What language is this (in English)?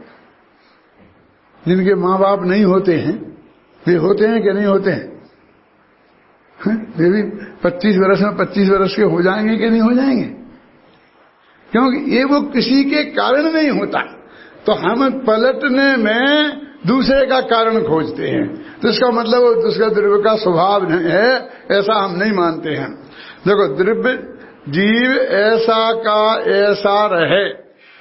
Hindi